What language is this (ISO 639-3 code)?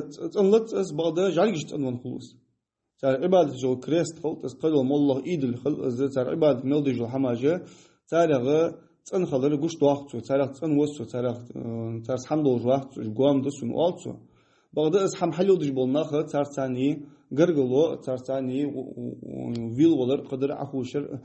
inh